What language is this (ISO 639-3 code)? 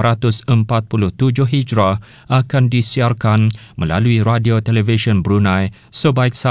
msa